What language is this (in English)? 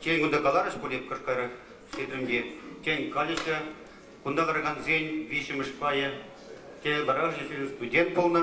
Chuvash